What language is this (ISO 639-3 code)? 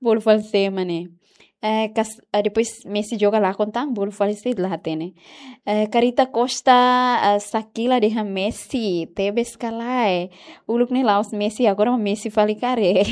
tet